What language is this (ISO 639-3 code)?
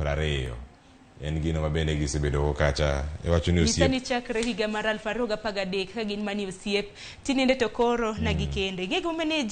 luo